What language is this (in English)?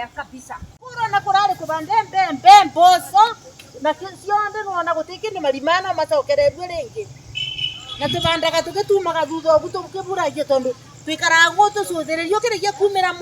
Kikuyu